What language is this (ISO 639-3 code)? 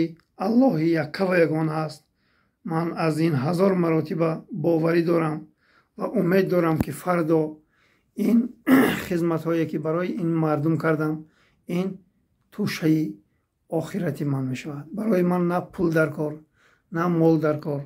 tgk